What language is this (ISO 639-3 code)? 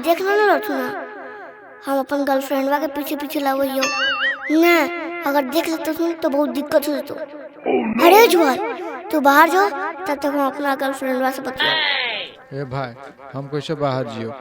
mag